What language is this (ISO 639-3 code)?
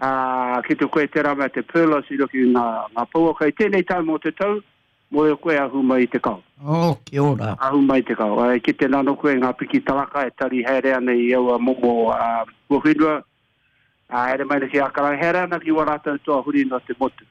mri